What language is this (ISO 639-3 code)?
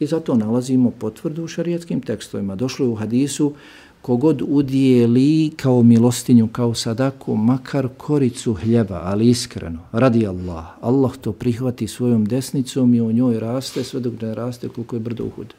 bos